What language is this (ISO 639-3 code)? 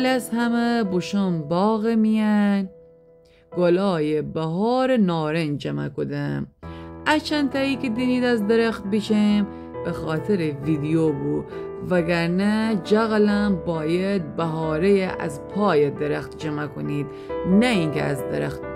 glk